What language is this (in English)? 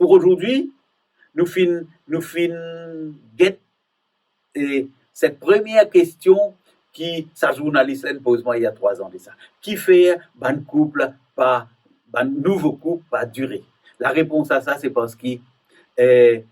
Morisyen